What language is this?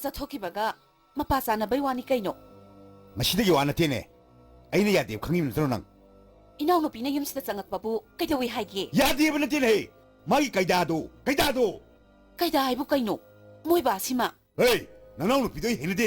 Manipuri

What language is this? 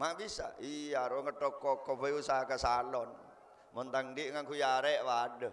Madurese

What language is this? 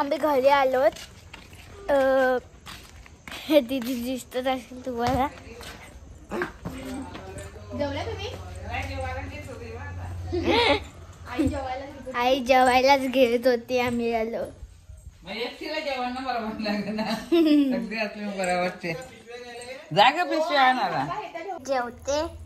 Marathi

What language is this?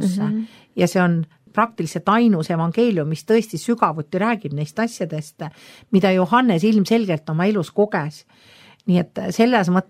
Estonian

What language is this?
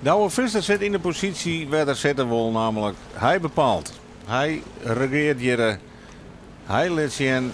Western Frisian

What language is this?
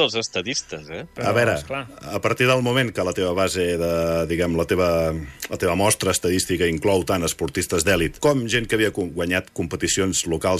Catalan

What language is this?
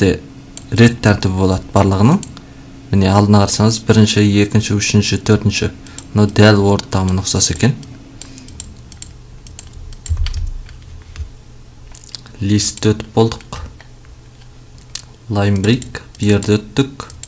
Kazakh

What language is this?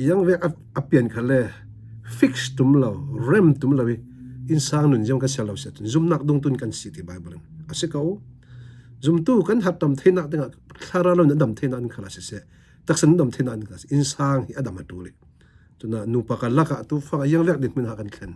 Falam Chin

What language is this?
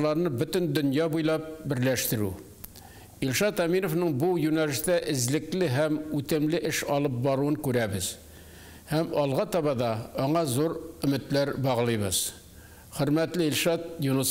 Tatar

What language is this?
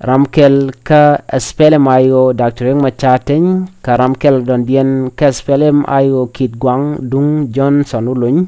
Nuer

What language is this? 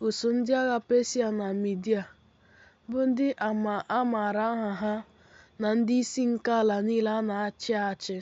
Igbo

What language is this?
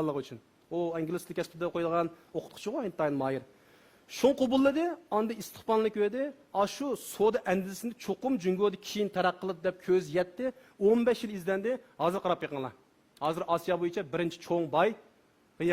Uyghur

